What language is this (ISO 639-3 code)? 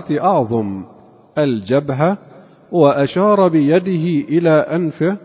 ara